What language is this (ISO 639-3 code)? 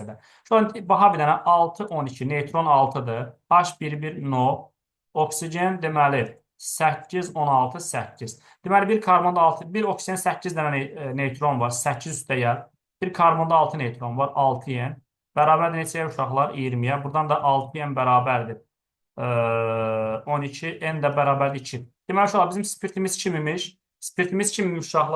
aze